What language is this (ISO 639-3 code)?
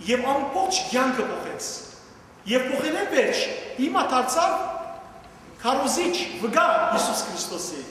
hyw